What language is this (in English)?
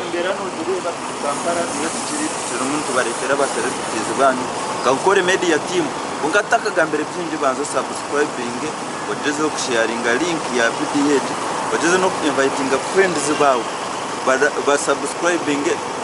Nyankole